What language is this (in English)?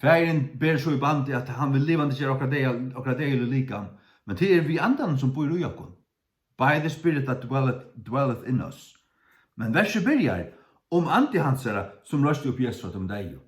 Faroese